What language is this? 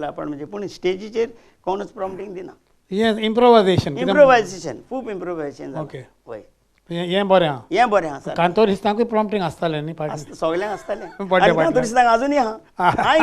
Konkani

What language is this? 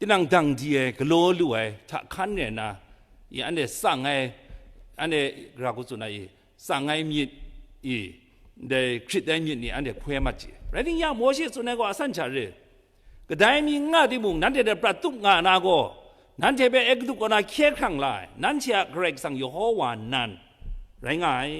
Kachin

